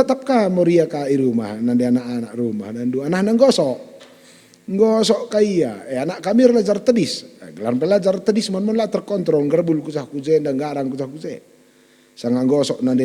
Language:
Batak Karo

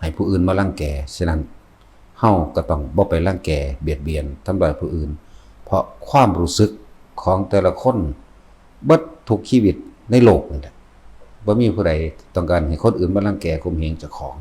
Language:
Northeastern Thai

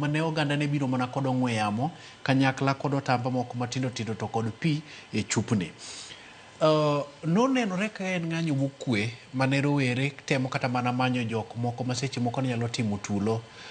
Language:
Luo (Kenya and Tanzania)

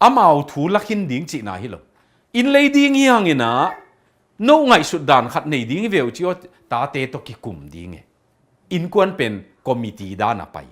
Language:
Tedim Chin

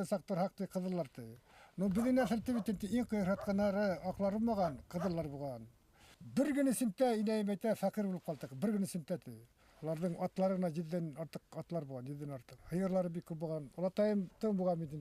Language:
Bashkir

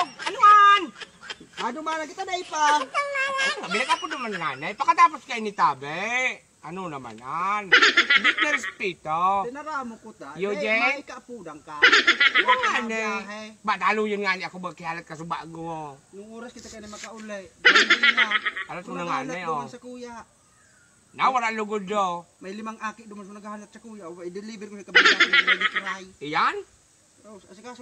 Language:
Bikol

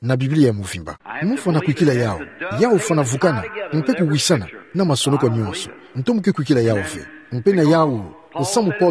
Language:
Kituba (Democratic Republic of Congo)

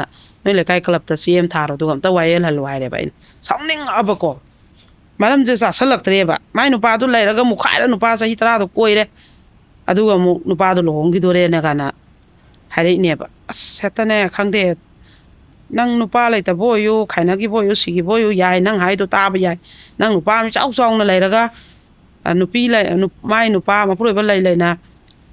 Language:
Manipuri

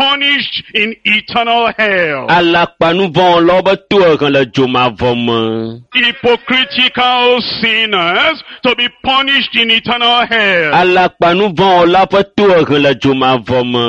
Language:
Ewe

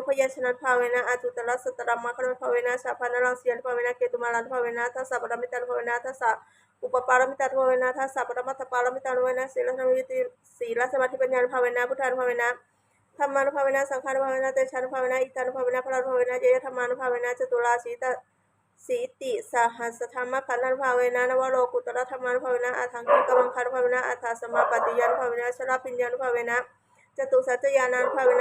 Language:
Pali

